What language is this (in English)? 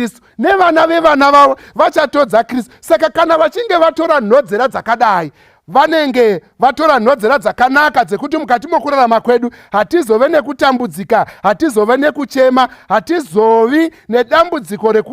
Shona